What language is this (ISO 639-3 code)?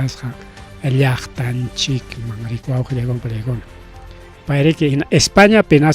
quy